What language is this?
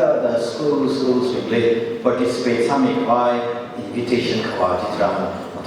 Tangkhul Naga (India)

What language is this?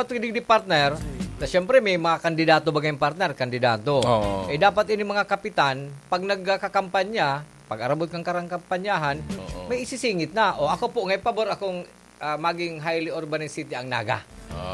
Bikol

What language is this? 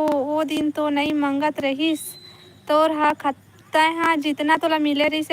Chhattisgarhi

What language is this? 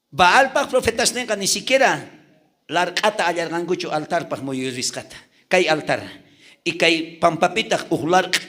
South Bolivian Quechua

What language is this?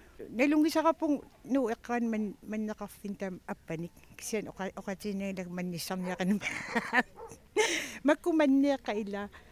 Kalaallisut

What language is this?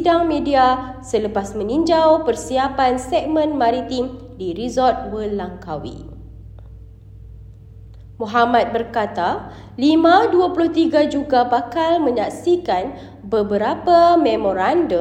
Malay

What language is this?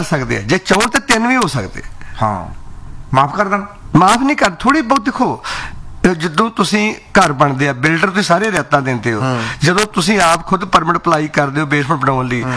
Punjabi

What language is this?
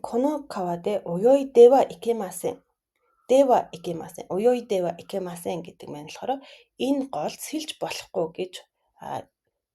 Mongolian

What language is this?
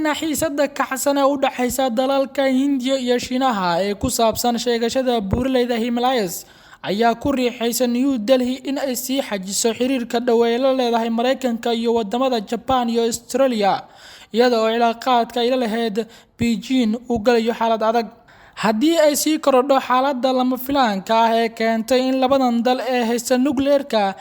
Somali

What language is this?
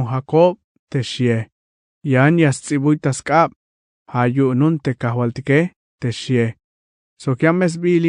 Tzeltal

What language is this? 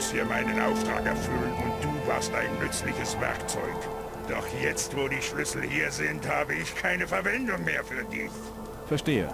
Bavarian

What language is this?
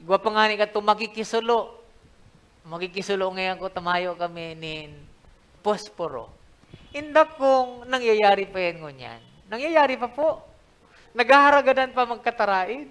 Bikol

